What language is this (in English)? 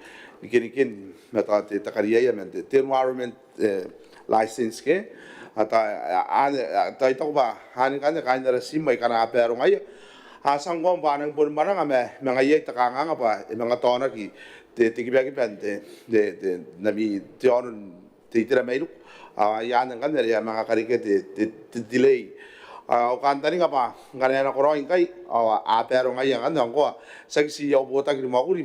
Gilbertese